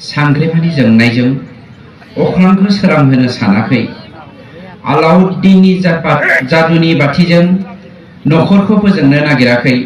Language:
Bodo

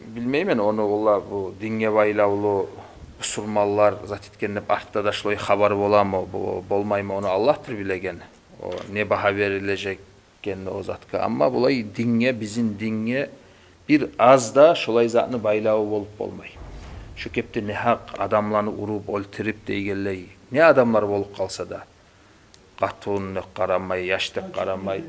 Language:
Kumyk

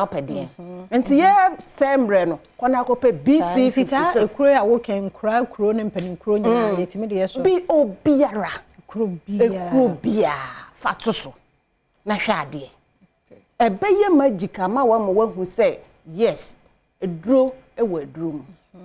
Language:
Akan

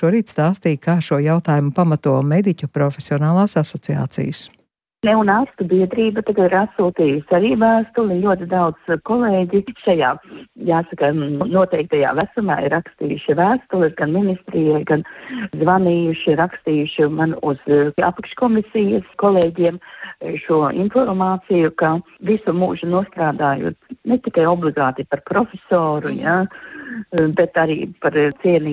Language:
Latvian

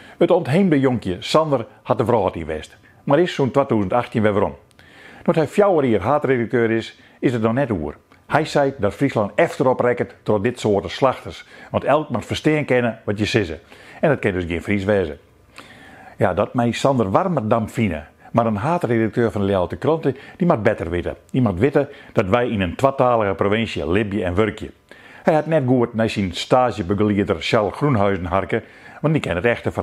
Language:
Western Frisian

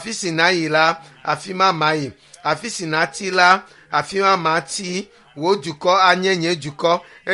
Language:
Ewe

